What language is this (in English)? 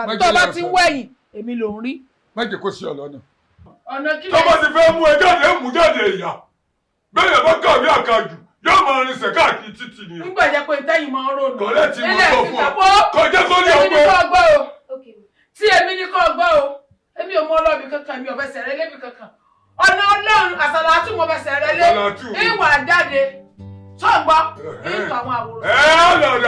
Yoruba